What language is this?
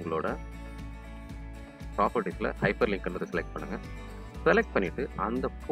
Tamil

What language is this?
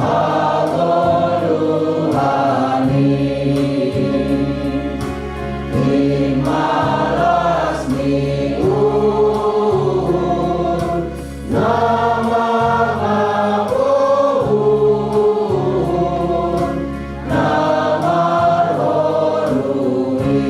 Batak Simalungun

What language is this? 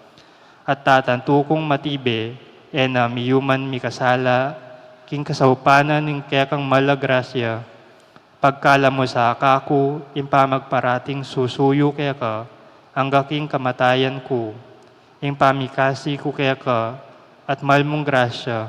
Pampanga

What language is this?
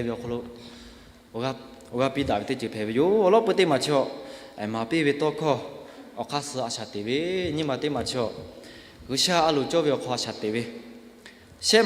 Lahu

